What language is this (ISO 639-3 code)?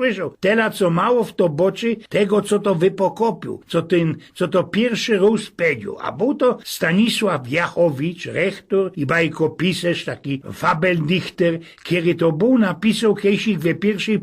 szl